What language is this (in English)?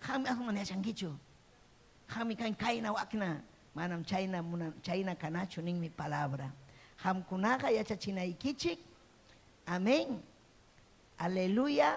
Ayacucho Quechua